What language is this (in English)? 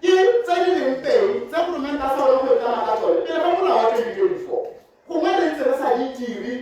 Tswana